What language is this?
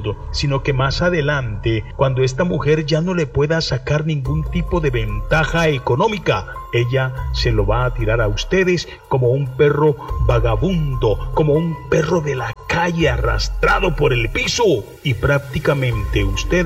Spanish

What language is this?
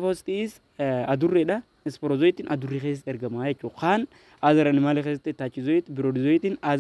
Oromo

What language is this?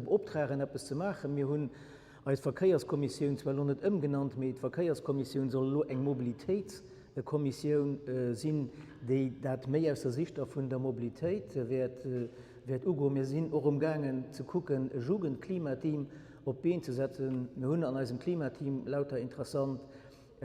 Luxembourgish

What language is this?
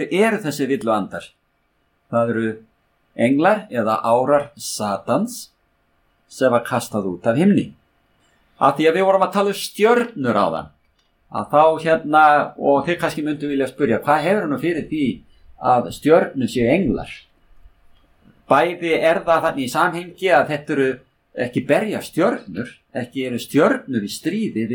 Icelandic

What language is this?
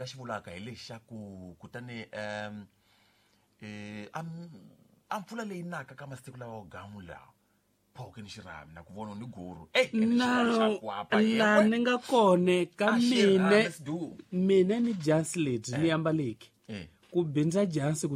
Tsonga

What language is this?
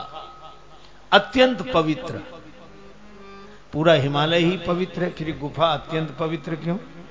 Hindi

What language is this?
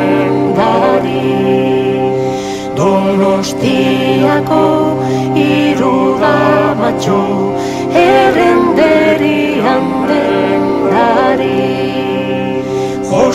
Basque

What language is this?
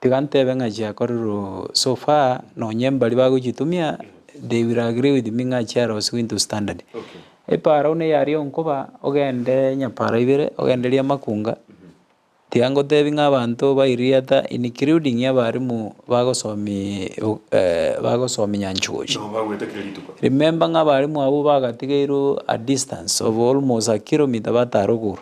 Gusii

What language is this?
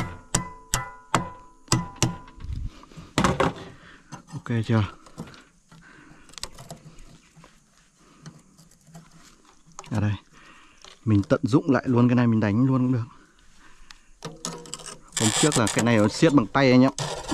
Vietnamese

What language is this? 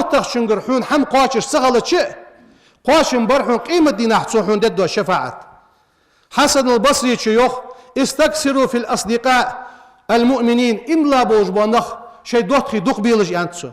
Ingush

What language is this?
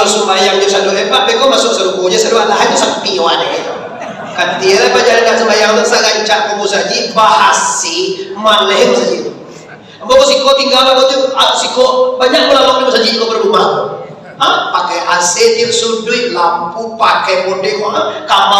Minangkabau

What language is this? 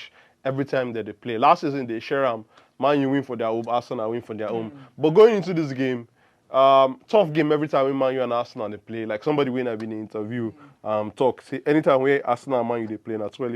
Nigerian Pidgin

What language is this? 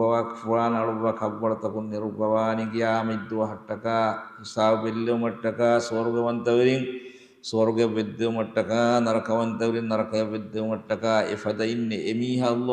Divehi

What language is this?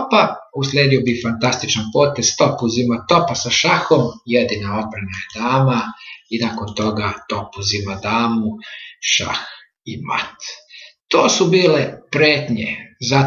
Serbian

